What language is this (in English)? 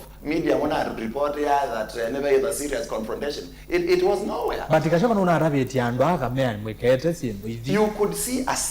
Kamba